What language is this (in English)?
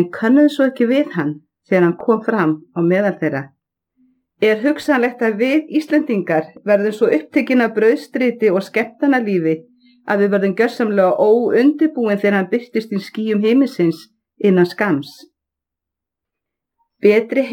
Icelandic